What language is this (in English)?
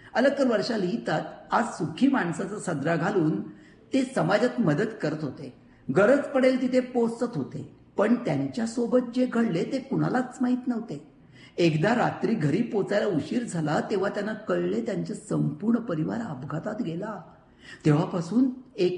Marathi